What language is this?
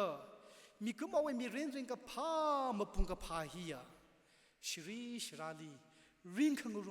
Tangkhul Naga (India)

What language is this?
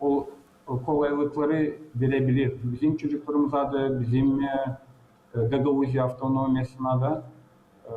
Gagauz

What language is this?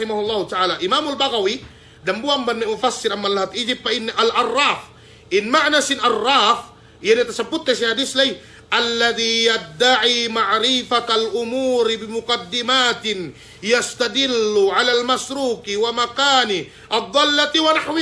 Yakan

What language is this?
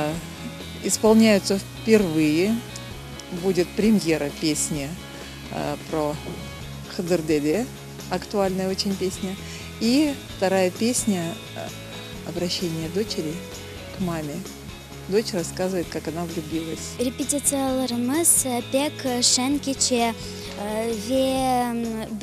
Crimean Tatar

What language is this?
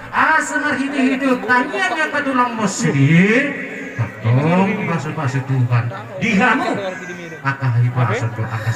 Batak Toba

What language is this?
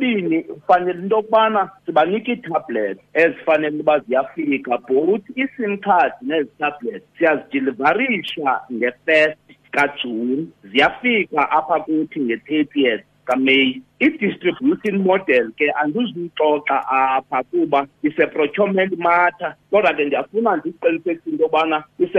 Xhosa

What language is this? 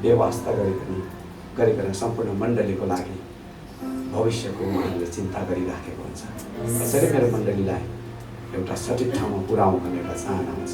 Nepali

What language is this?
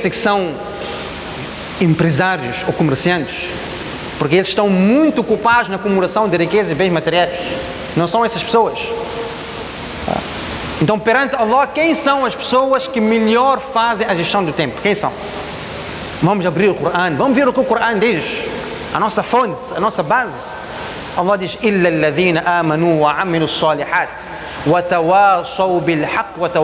Portuguese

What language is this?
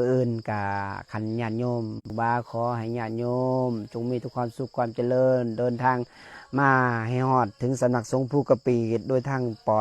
Lao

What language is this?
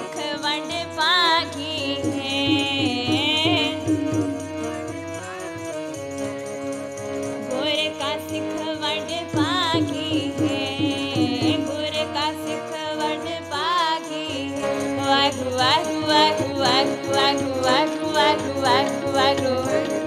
Punjabi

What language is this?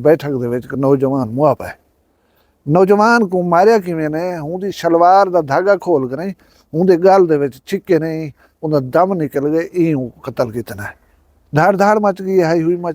Saraiki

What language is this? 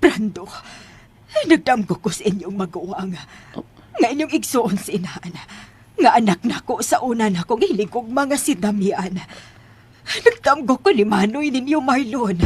Cebuano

